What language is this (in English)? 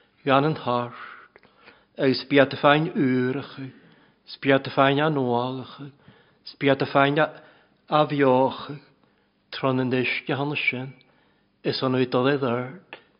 Welsh